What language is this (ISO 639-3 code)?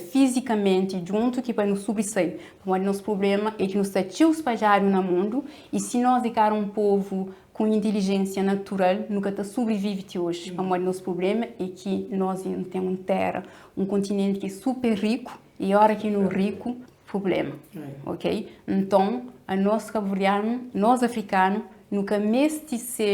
kea